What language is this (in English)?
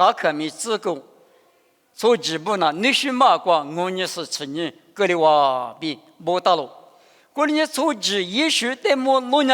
Lisu